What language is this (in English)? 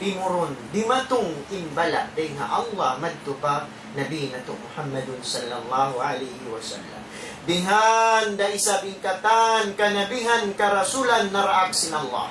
Tausug